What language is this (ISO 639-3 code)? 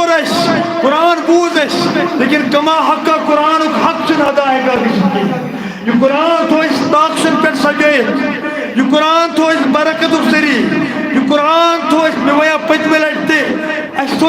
kas